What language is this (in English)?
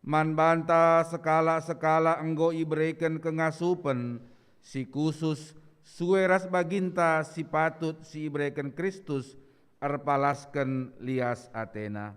Batak Karo